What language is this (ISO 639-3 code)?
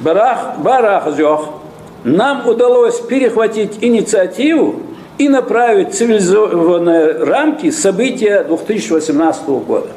inh